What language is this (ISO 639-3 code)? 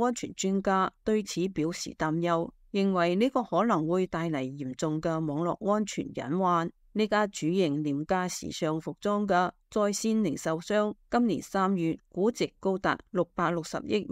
yue